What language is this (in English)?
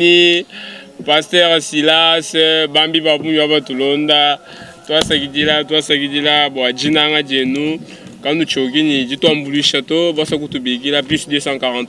Luba-Lulua